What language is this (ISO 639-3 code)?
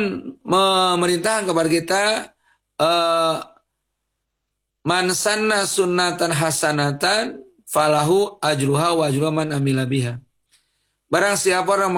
ind